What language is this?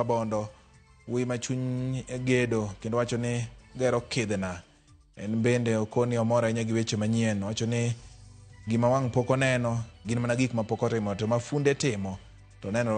Luo (Kenya and Tanzania)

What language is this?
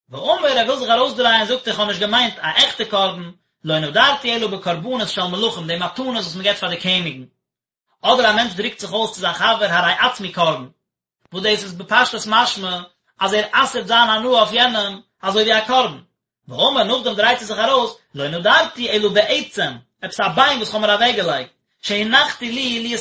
Yiddish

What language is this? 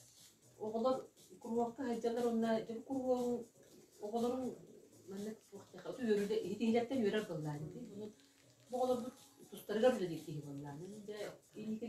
Yakut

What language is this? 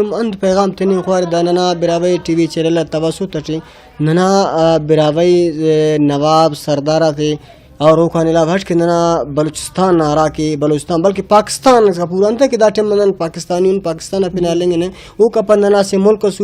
Brahui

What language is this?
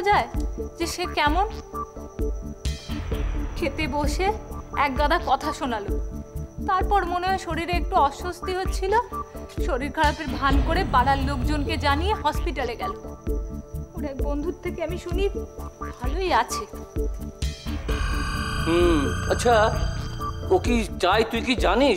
Bangla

